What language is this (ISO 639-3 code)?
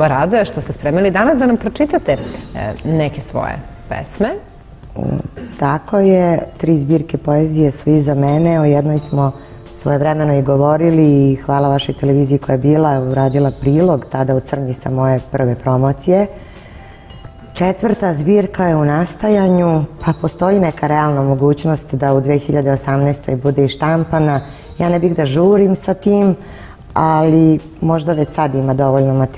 srp